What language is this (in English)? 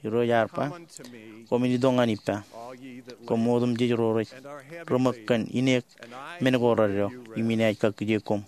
Marshallese